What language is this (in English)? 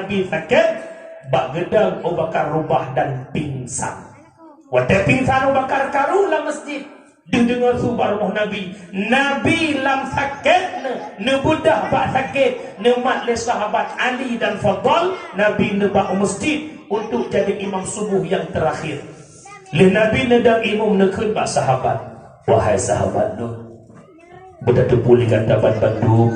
Achinese